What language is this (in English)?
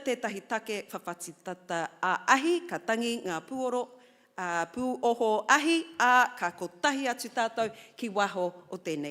Māori